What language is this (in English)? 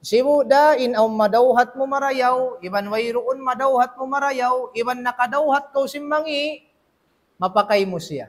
Tausug